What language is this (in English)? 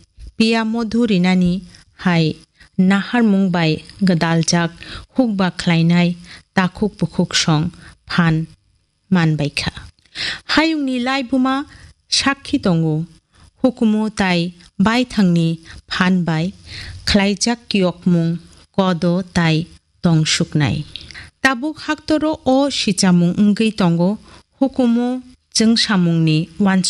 Kok Borok